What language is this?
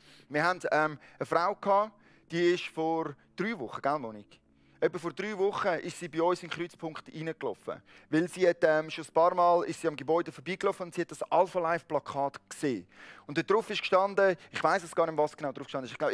Swiss German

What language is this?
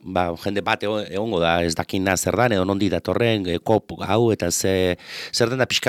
Basque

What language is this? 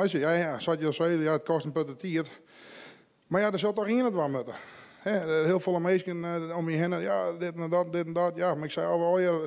Western Frisian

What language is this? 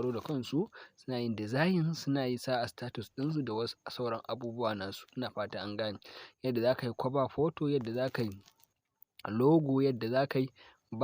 Hausa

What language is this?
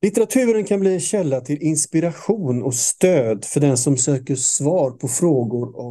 Swedish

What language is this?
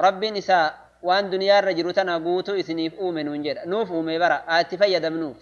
Oromo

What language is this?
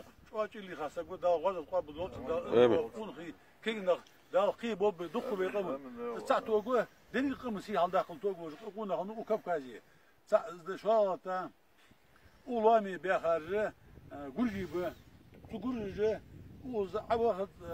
Ingush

